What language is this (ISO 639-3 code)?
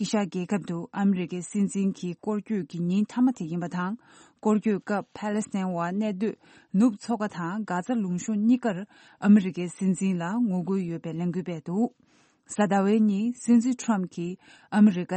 bod